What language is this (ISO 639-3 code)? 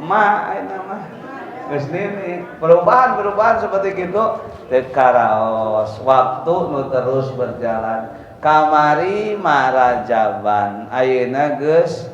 sun